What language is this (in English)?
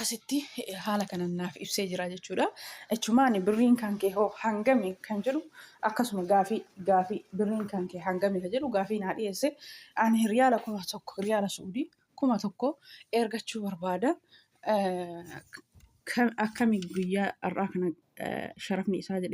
Oromo